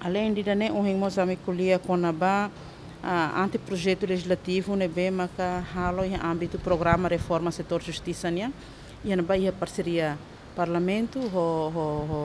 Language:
Tetum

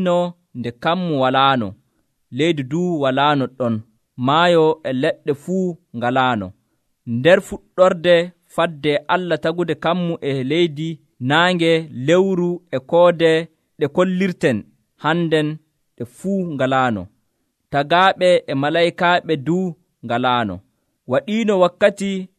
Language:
Nigerian Fulfulde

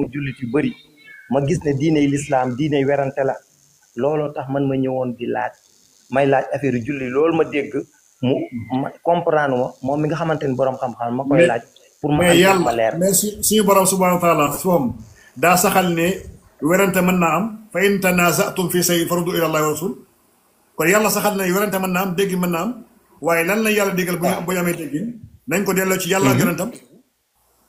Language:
Wolof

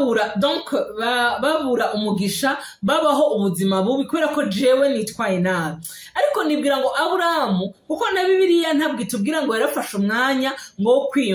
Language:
Rundi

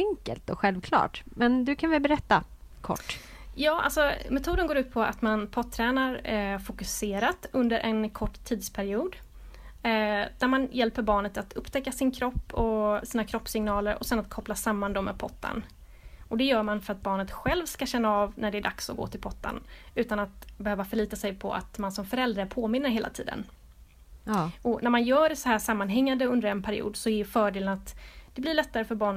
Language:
Swedish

